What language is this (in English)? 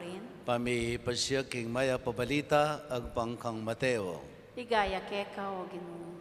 Pampanga